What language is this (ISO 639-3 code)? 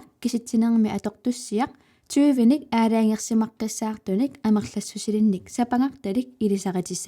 kal